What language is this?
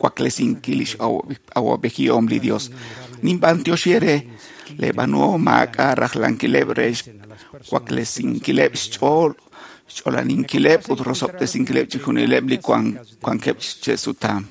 Kekchí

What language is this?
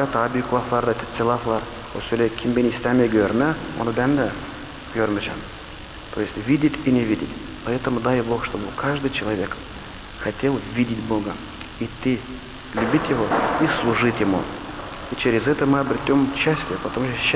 Gagauz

